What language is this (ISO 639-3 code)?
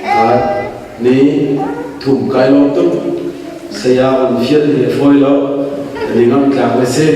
cnh